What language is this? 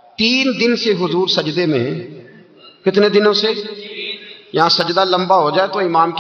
Urdu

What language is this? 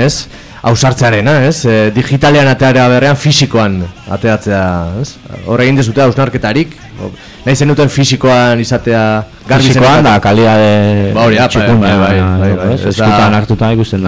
Basque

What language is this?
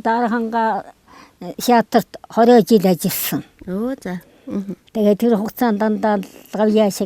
Mongolian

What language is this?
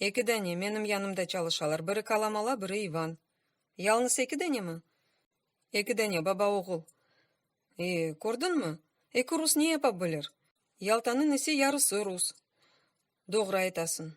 Crimean Tatar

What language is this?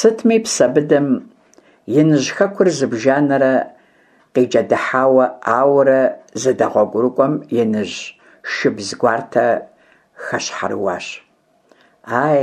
Kabardian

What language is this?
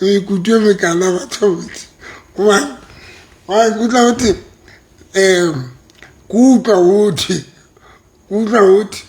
Southern Sotho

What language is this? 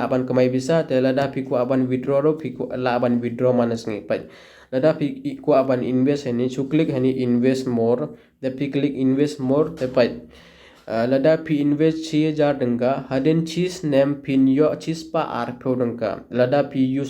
Khasi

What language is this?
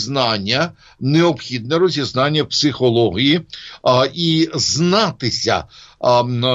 Ukrainian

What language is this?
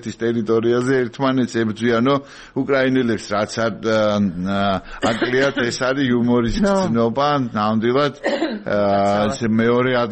Georgian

